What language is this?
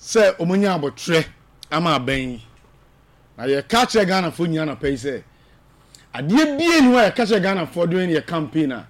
Akan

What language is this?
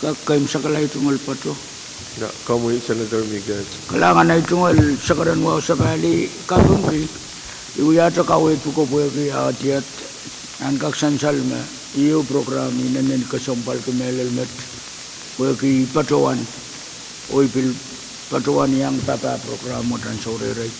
Pohnpeian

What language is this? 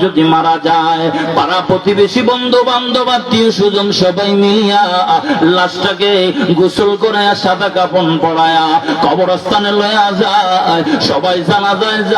Sylheti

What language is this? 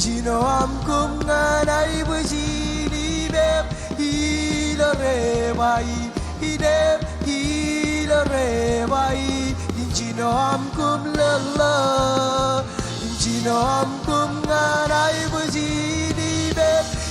Marshallese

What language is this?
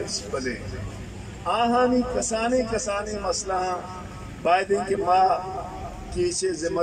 Eastern Balochi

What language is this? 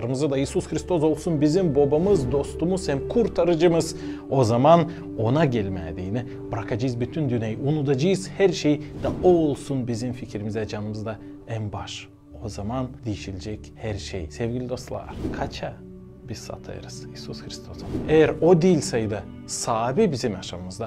Gagauz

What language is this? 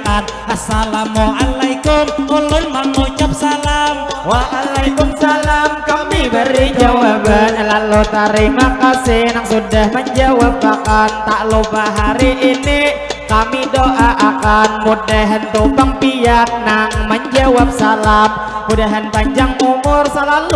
Banjar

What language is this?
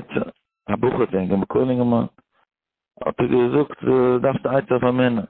Yiddish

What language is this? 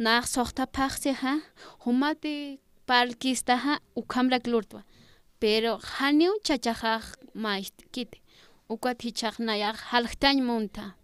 Aymara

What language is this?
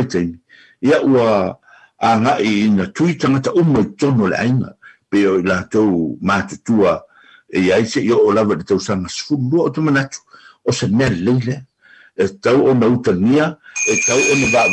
Samoan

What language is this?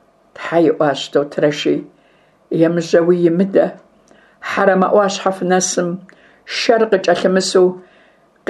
Kabardian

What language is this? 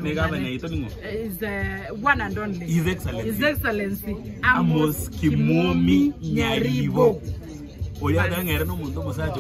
Gusii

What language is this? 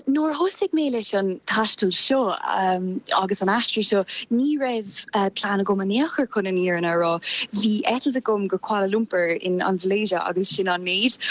Irish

